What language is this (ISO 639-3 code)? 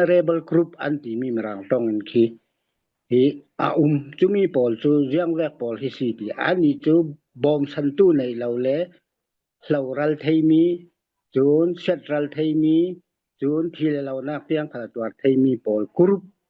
cfm